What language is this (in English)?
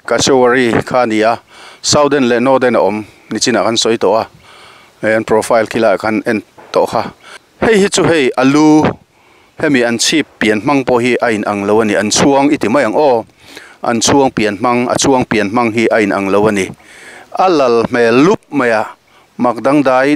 Mizo